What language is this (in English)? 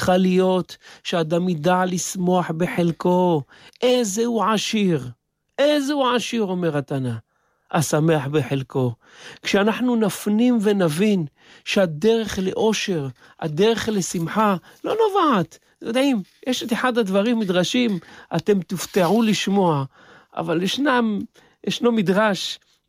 Hebrew